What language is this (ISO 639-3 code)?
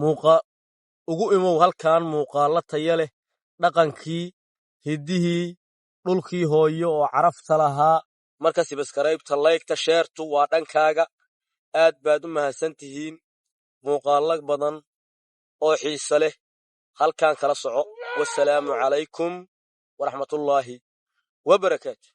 som